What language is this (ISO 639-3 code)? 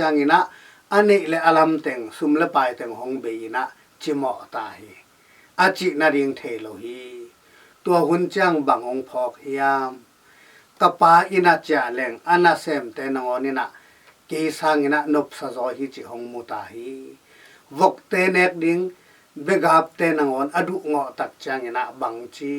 ctd